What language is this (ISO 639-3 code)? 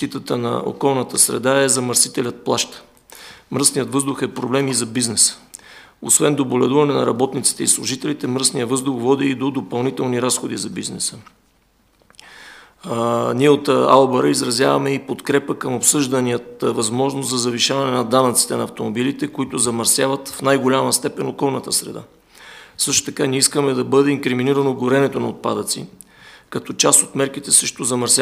bul